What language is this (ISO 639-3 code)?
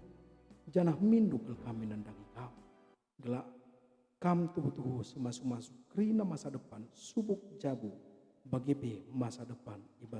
btx